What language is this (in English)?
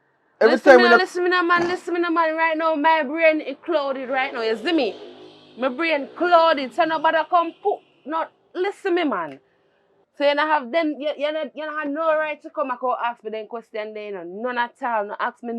Jamaican Creole English